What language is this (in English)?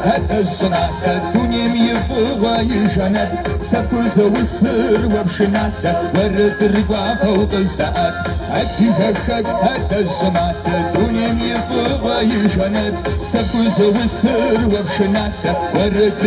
Kabardian